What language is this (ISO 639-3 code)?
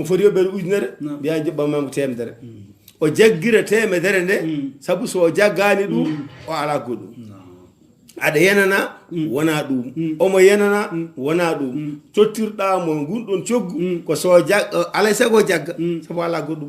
ful